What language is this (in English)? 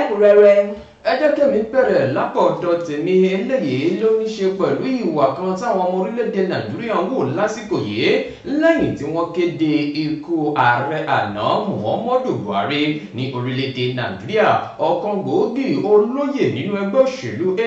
Yoruba